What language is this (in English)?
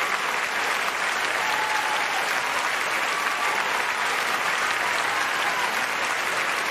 Malay